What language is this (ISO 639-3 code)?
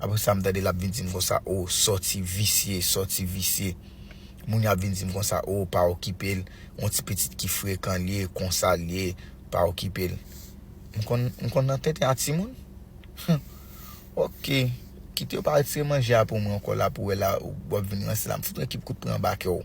hat